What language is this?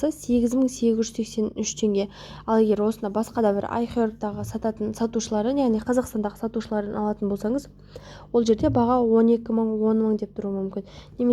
Kazakh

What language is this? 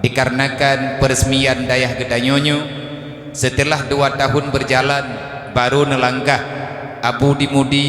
Achinese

